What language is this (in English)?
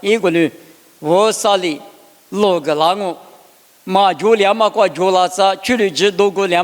Lisu